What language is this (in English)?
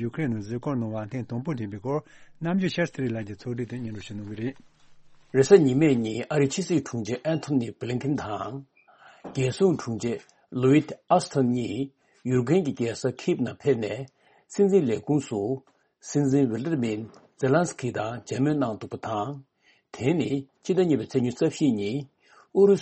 Tibetan